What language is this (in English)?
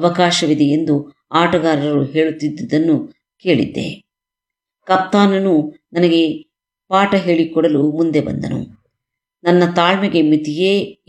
Kannada